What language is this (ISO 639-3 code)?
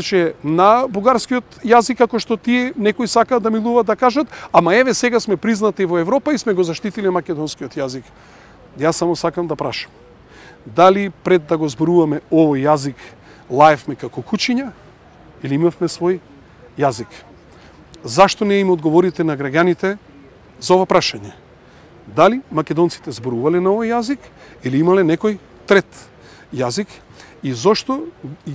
mkd